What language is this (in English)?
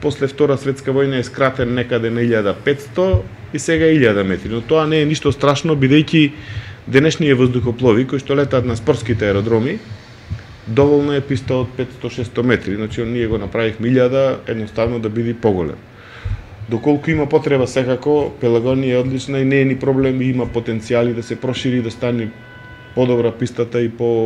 Macedonian